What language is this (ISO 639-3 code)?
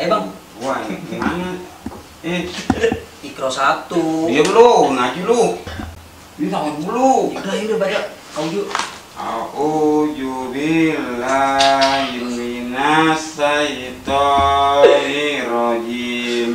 bew